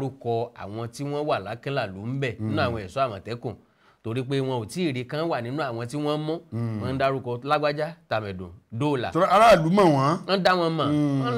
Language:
Yoruba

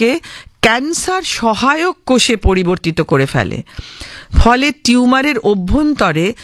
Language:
Bangla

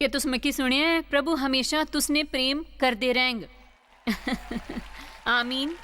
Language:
Dogri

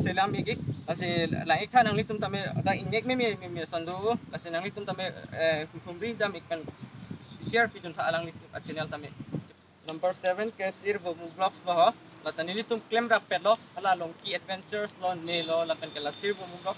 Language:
Karbi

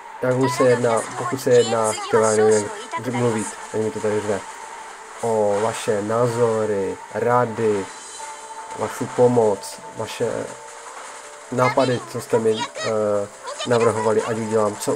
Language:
Czech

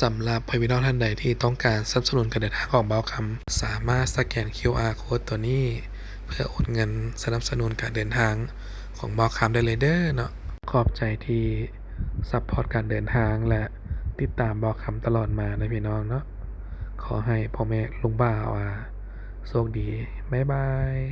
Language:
Lao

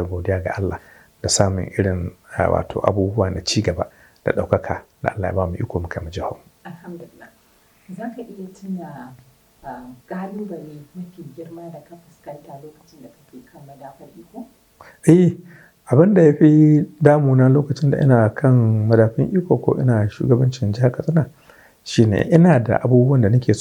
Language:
Hausa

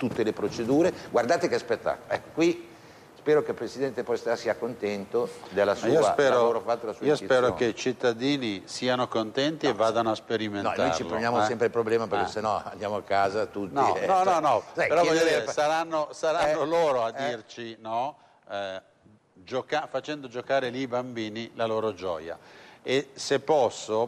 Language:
Italian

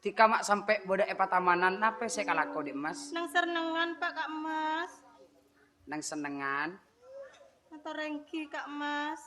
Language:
Madurese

